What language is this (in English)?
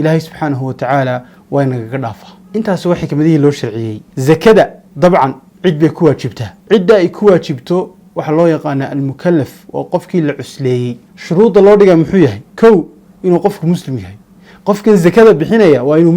Somali